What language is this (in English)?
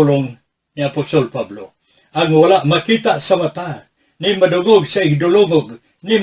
Cebuano